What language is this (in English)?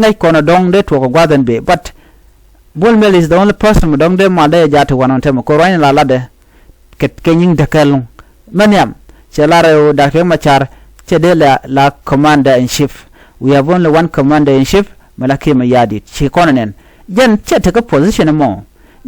Nuer